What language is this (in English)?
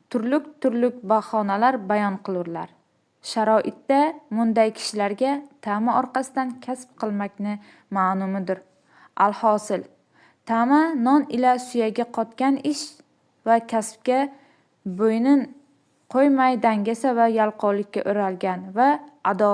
Uzbek